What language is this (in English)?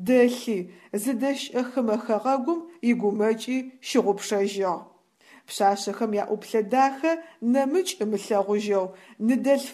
Adyghe